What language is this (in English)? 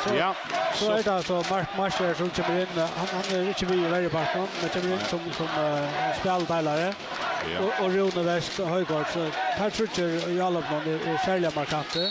Faroese